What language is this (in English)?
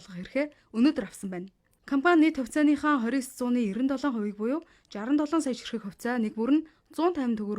Mongolian